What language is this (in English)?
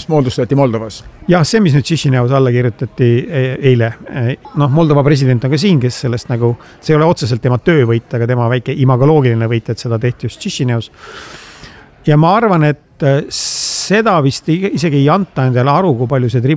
Estonian